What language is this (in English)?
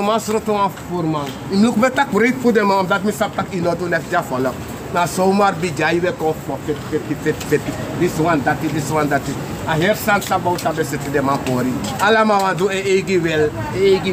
Sranan Tongo